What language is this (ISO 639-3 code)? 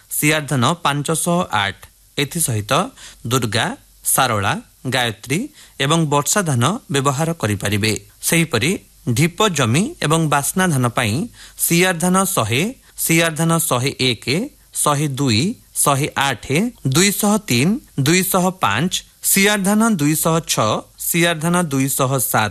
ori